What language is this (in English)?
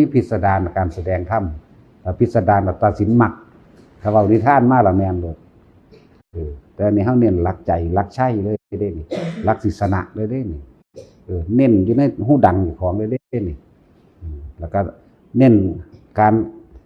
Northeastern Thai